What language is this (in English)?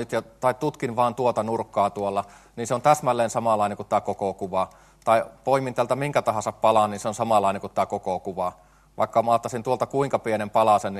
Finnish